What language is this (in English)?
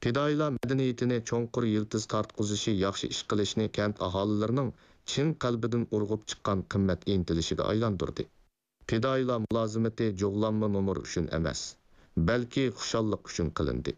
Uyghur